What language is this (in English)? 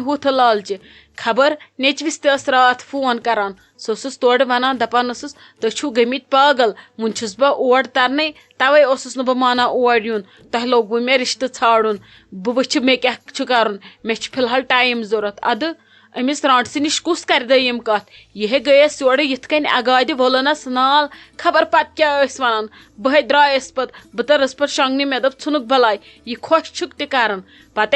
Kashmiri